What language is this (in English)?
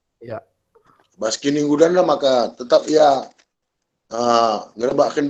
Batak Karo